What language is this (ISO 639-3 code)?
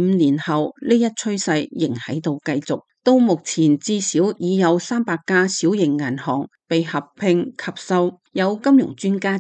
yue